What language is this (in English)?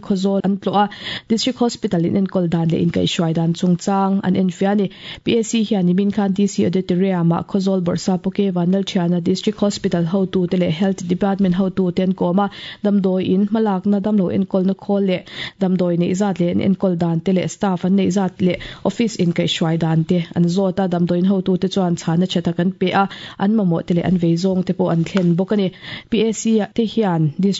Mizo